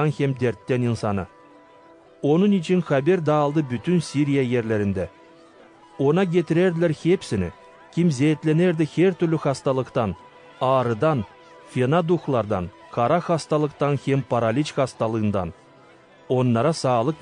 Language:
Gagauz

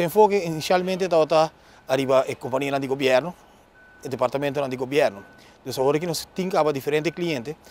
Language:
Papiamento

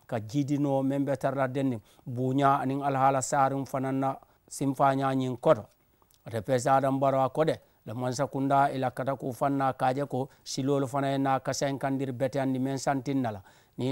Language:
Mandingo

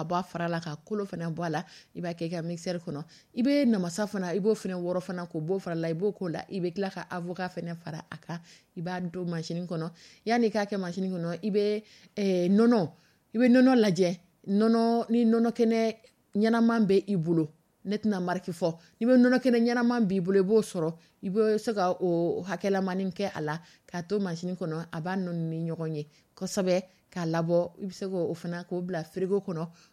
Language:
Dyula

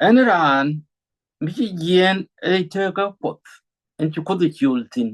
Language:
Nuer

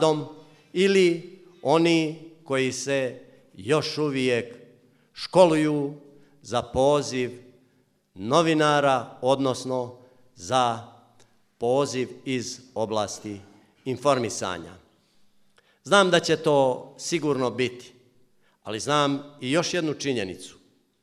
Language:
Bosnian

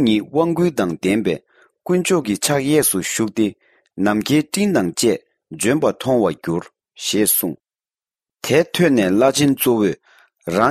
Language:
Tibetan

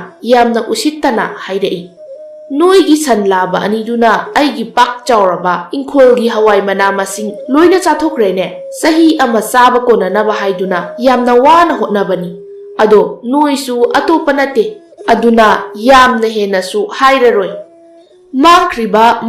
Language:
Manipuri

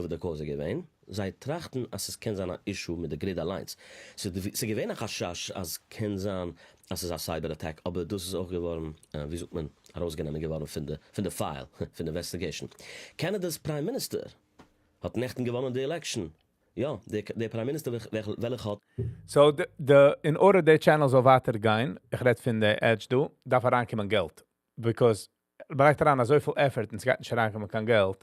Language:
Yiddish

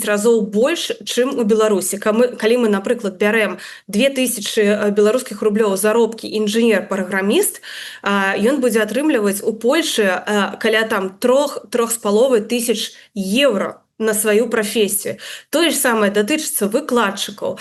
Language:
Belarusian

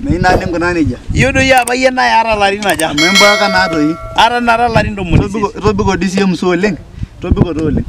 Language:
Masai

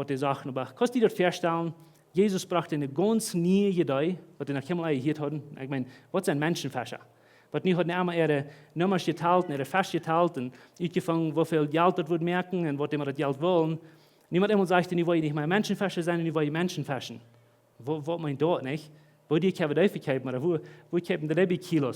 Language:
Plautdietsch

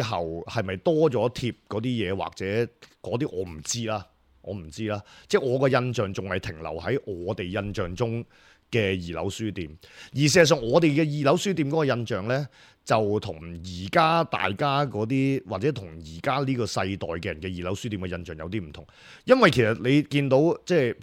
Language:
Cantonese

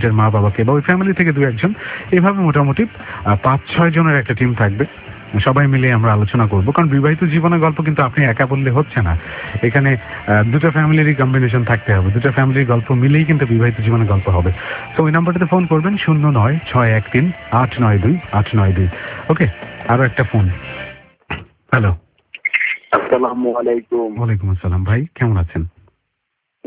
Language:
Bangla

